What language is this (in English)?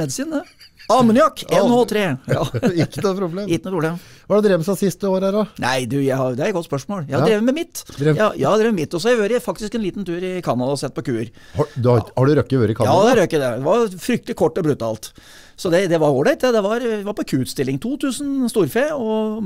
Norwegian